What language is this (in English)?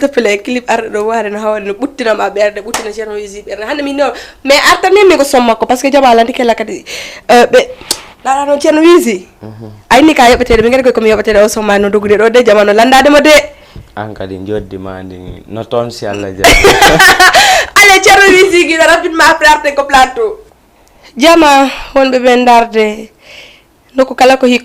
Fula